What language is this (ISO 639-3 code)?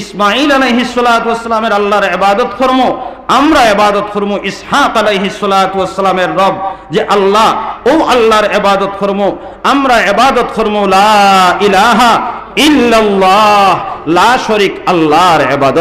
syl